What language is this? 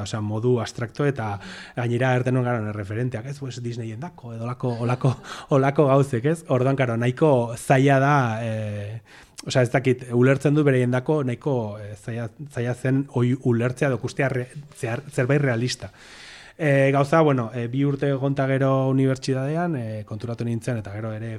Basque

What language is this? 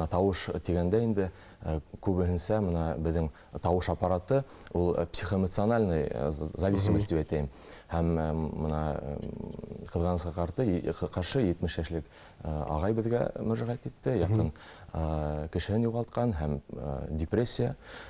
Bashkir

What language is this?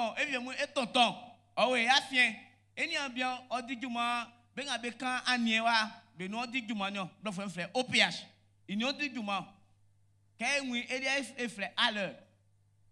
Baoulé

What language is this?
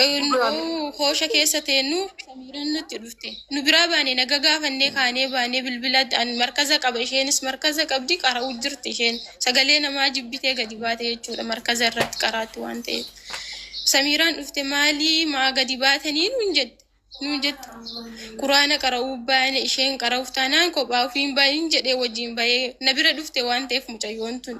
Oromo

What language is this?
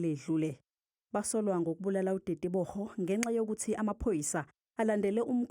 Zulu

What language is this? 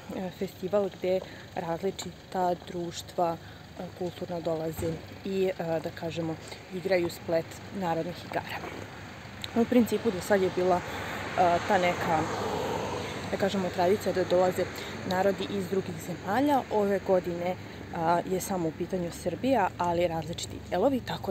Serbian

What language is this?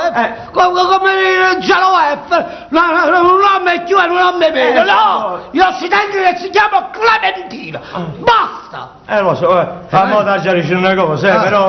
Neapolitan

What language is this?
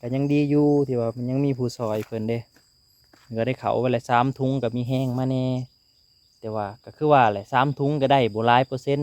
Lao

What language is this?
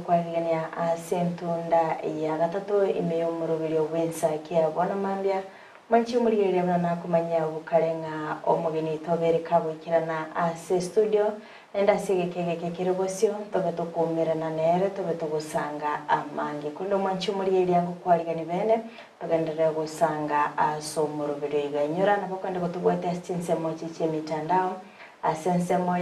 Gusii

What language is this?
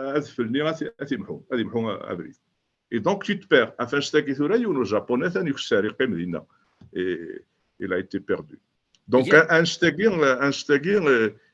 Kabyle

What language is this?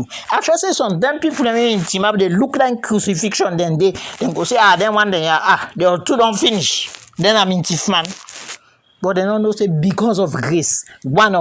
Krio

